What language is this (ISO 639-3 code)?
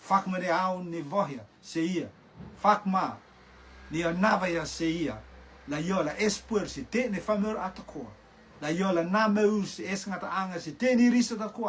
rtm